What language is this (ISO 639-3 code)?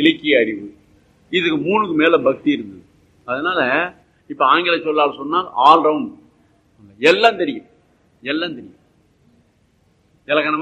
tam